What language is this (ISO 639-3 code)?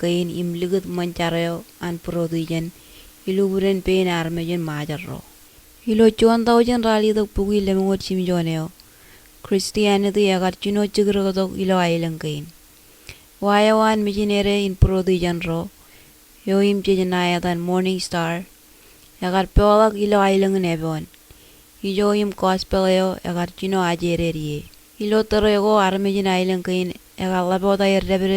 mah